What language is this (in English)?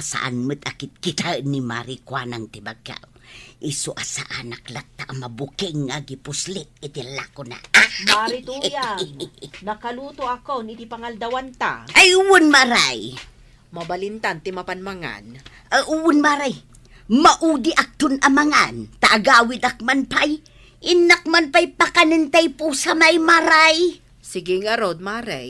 Iloko